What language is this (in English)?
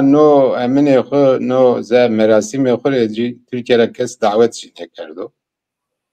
Zaza